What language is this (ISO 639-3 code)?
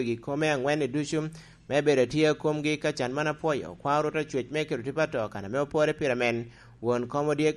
laj